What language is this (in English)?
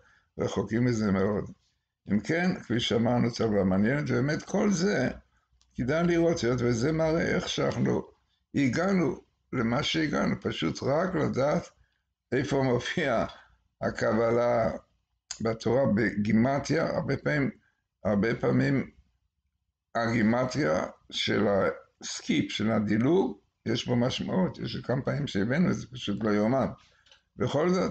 Hebrew